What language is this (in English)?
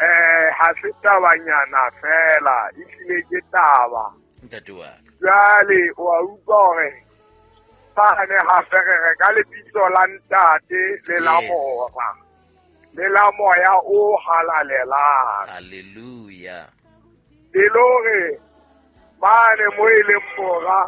Southern Sotho